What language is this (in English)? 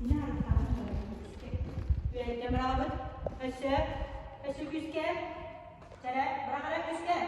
Yakut